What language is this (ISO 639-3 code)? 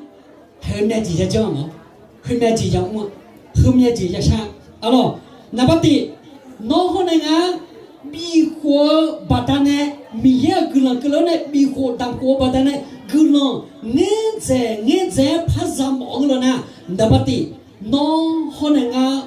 ahk